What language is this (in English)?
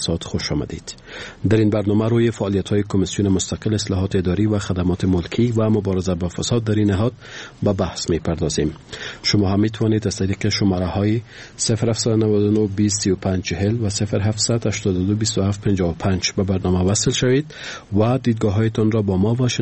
Persian